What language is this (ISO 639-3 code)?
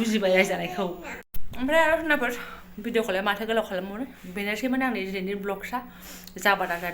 brx